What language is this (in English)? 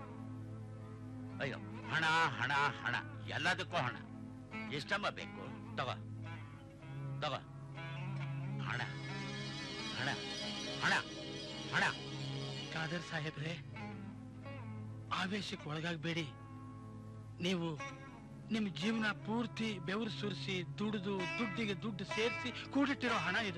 Kannada